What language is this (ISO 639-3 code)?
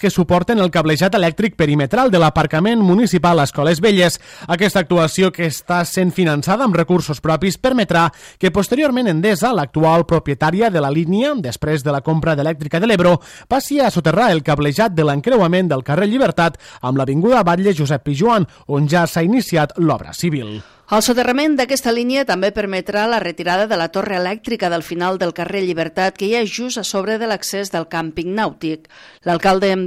cat